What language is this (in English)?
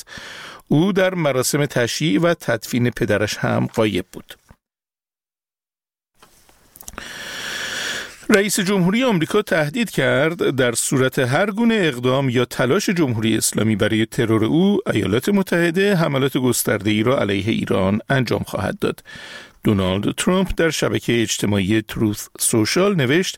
Persian